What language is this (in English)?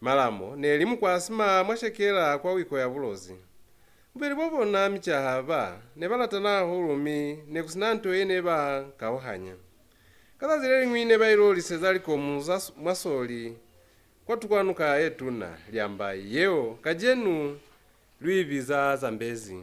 Lozi